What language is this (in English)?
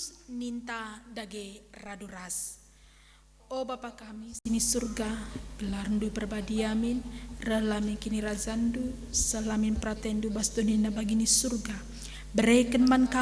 Batak Karo